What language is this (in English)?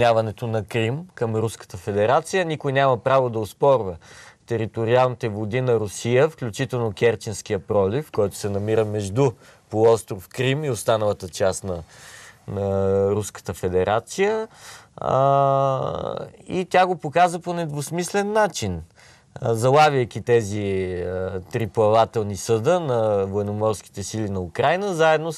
Bulgarian